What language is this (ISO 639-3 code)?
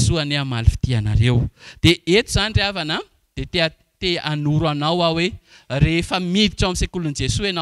mlg